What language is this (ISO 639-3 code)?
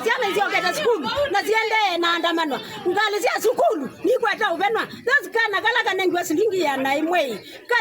kam